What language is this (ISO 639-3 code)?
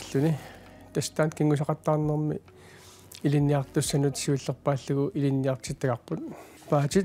kal